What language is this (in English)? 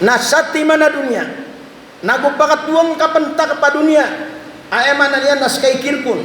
Maranao